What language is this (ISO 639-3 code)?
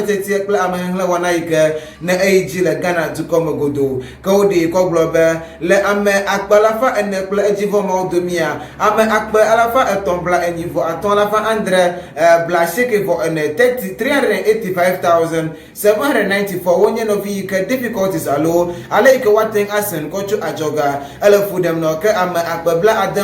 ewe